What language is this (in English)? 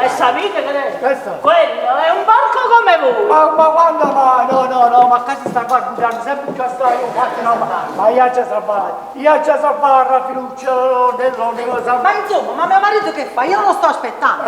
Neapolitan